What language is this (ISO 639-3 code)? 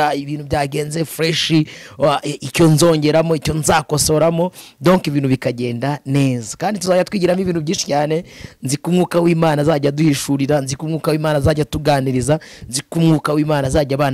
kin